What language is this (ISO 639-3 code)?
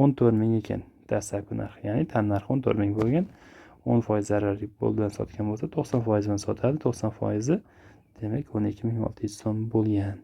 uzb